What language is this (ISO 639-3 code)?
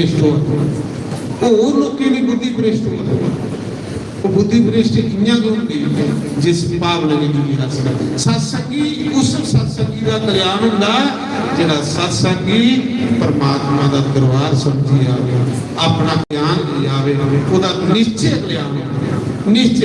doi